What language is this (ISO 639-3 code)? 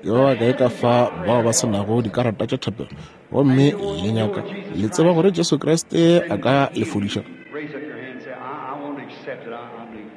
nso